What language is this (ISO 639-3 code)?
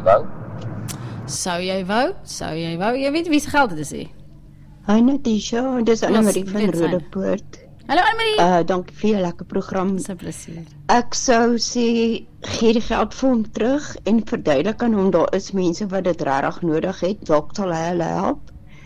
afr